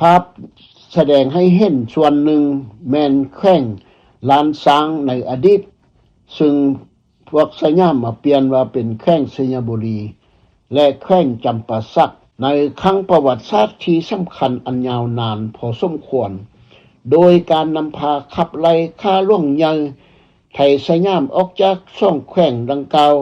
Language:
Lao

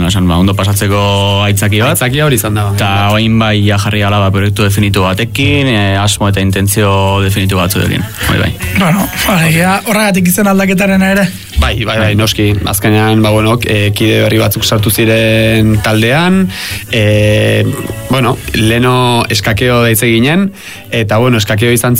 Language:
Basque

